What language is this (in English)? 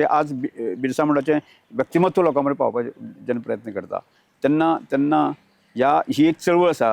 Konkani